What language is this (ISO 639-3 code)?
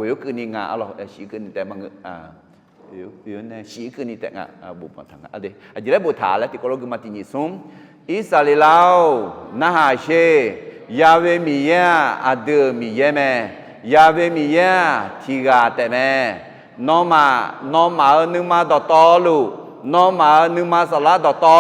ahk